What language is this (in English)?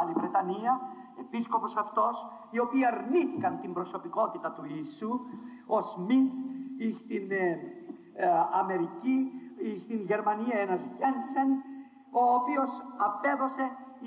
Greek